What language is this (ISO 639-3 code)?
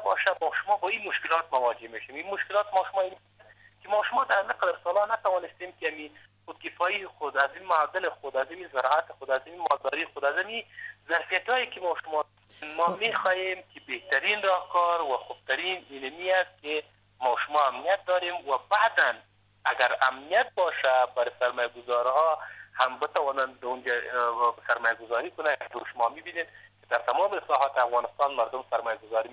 fas